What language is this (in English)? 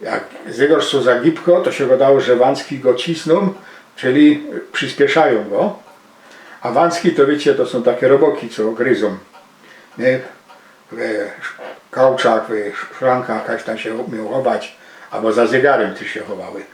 Silesian